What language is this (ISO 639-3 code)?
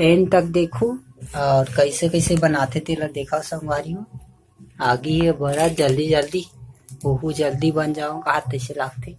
hne